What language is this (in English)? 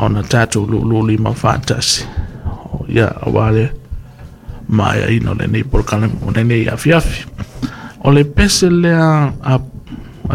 Samoan